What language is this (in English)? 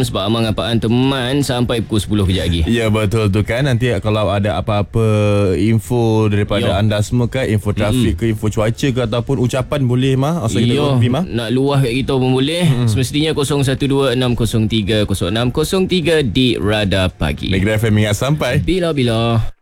Malay